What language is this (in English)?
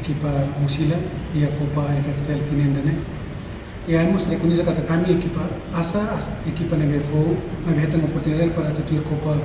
Tetum